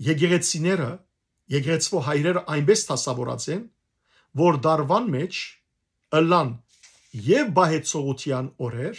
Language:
Western Armenian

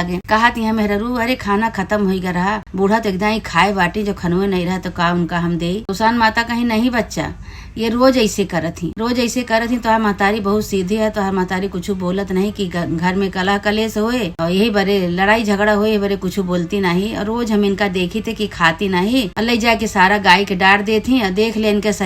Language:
Awadhi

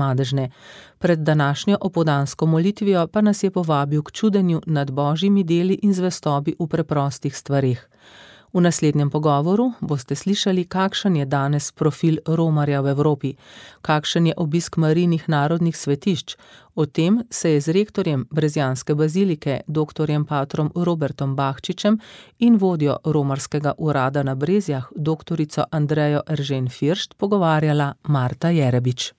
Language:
Slovenian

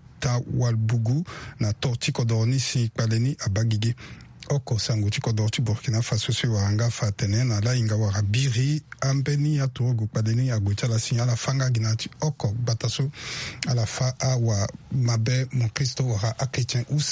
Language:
Sango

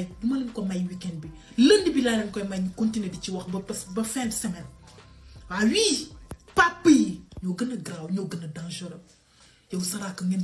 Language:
Wolof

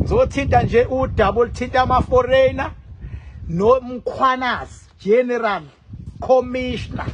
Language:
Zulu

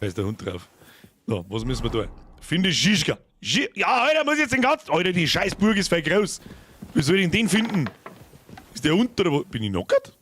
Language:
Bavarian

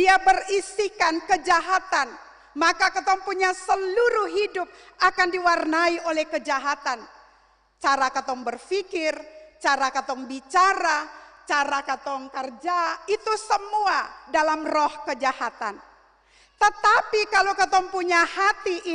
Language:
Ambonese Malay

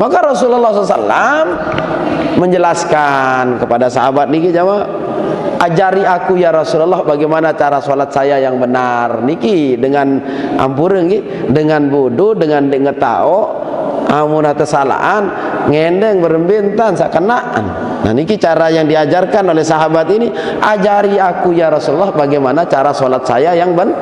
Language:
Sasak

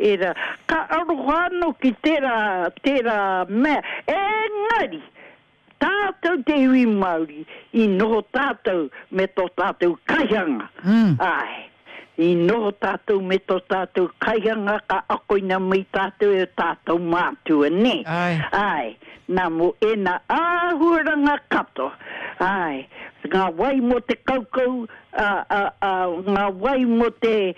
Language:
Māori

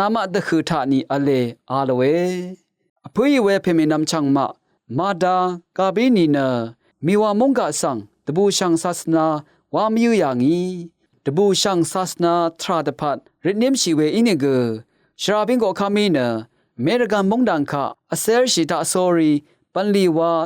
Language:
Rawang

